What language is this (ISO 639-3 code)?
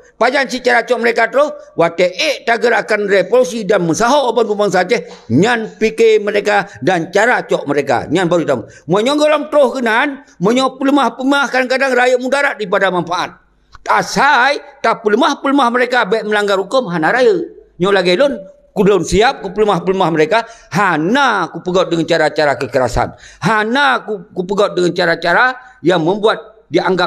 ace